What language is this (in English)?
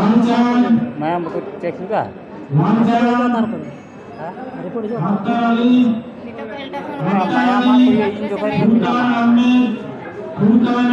Santali